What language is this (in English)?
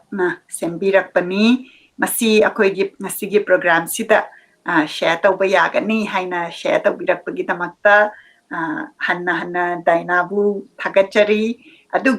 Manipuri